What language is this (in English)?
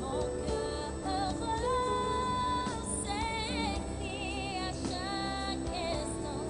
Ewe